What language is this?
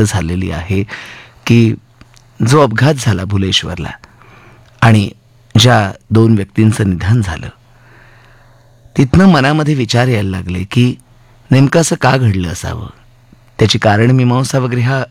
Marathi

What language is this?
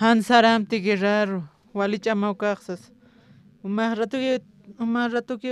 Aymara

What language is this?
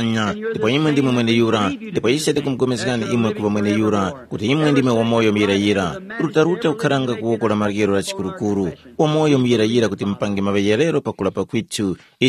Tumbuka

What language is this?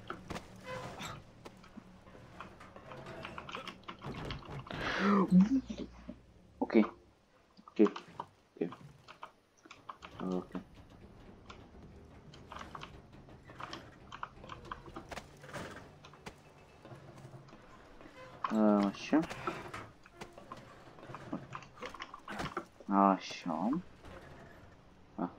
Romanian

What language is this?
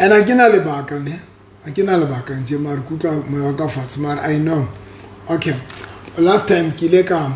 Southern Sotho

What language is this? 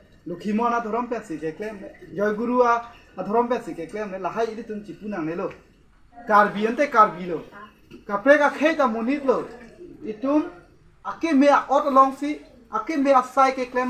Karbi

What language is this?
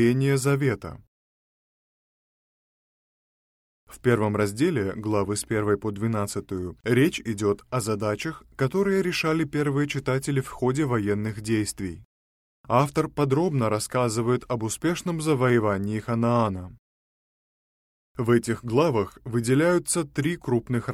Russian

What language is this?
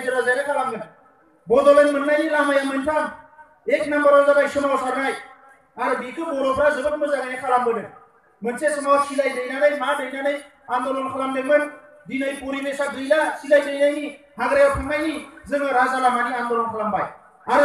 Bodo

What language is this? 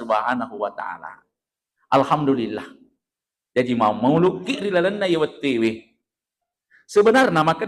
Buginese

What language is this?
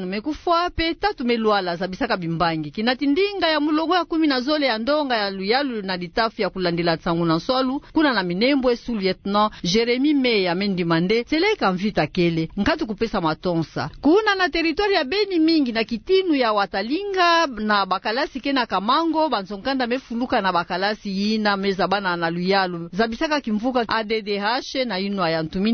Kituba (Democratic Republic of Congo)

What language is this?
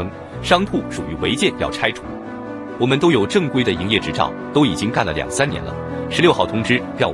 Chinese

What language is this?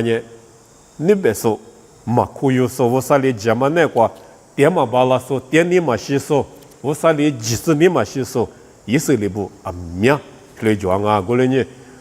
Lisu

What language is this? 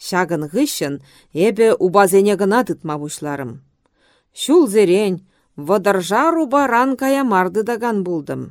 Chuvash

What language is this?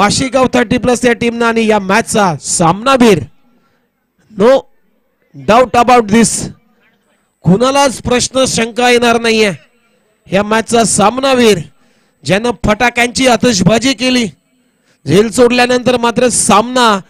Marathi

